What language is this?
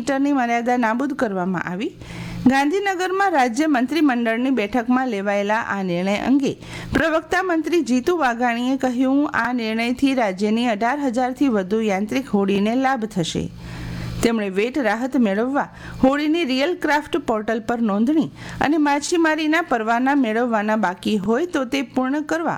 Gujarati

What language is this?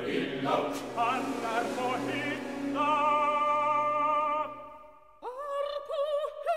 Norwegian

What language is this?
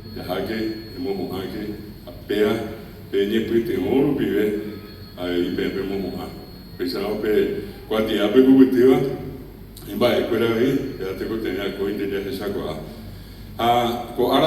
Guarani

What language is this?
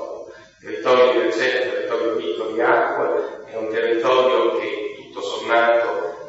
Italian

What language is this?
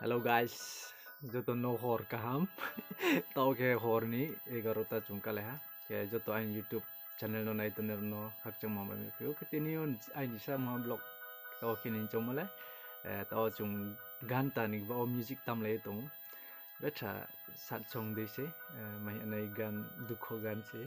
Riang (India)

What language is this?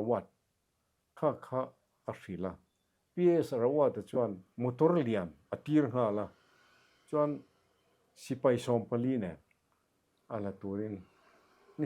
Mizo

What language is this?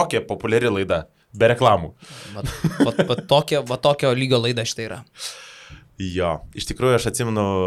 Lithuanian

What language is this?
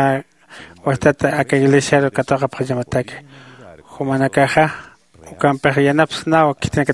Aymara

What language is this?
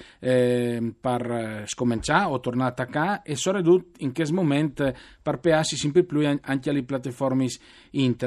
Friulian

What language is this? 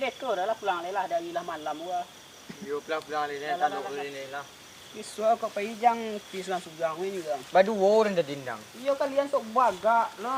Minangkabau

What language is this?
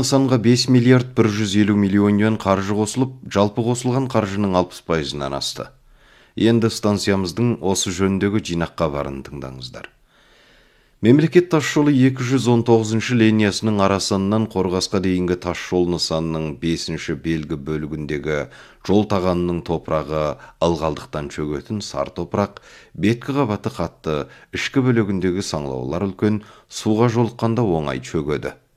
Kazakh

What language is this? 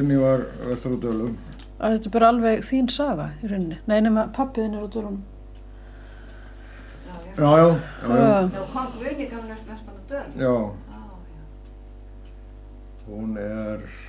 Icelandic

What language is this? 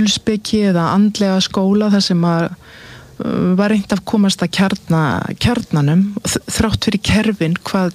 Icelandic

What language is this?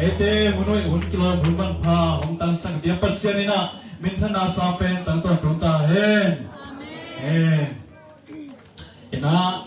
Tedim Chin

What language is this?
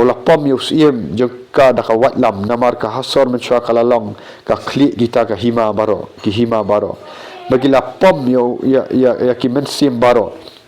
Khasi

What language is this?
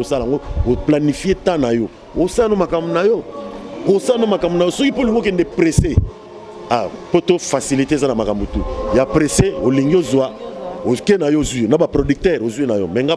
Lingala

